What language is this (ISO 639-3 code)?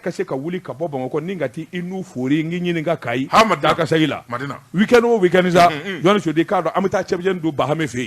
bam